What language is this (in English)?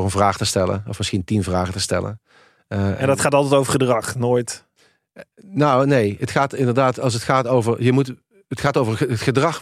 Dutch